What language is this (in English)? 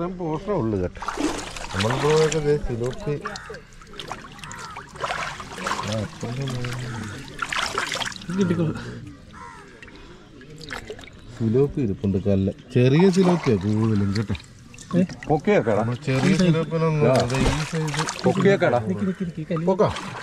Malayalam